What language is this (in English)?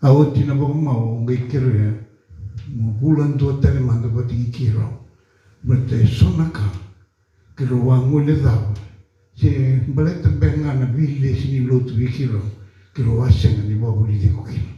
Fijian